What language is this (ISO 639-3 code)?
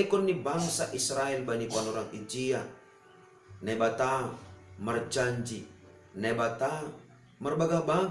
bts